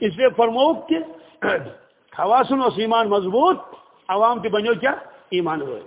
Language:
Kashmiri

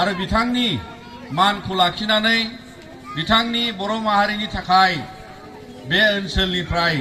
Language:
Bodo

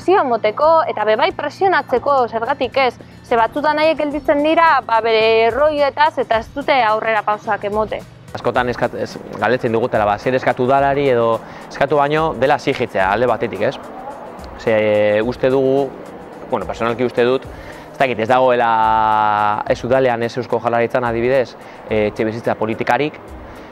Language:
Basque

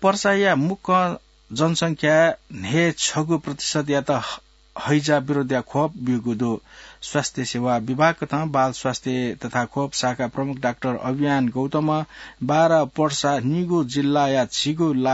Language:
Newari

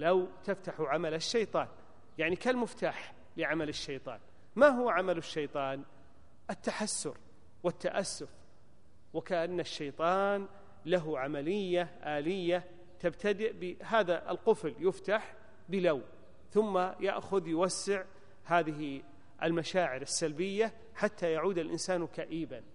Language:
Arabic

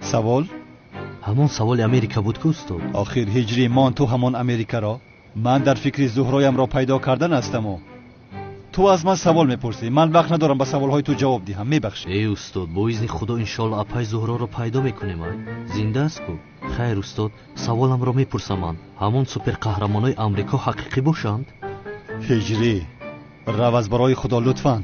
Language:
Tajik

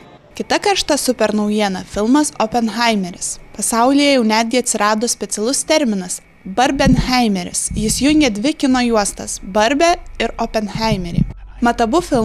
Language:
Lithuanian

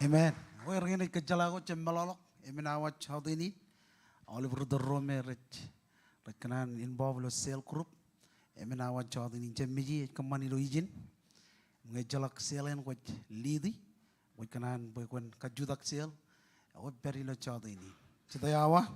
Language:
Marshallese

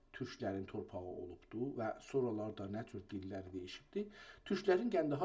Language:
South Azerbaijani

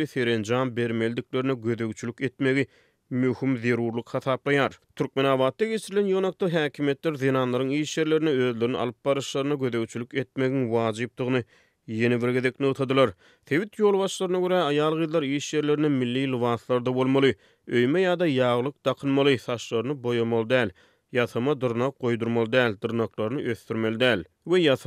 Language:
Turkmen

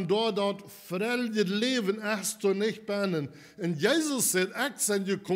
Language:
Plautdietsch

